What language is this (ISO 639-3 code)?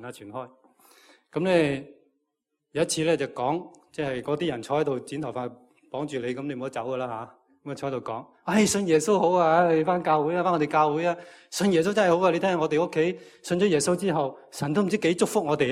yue